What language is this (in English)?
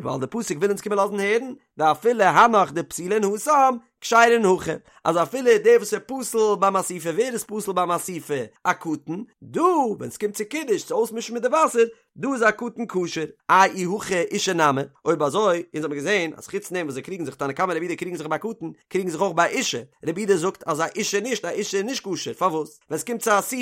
Yiddish